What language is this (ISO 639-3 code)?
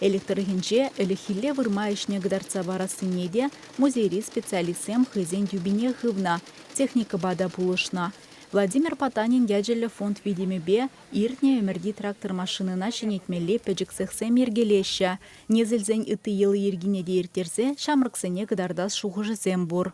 chv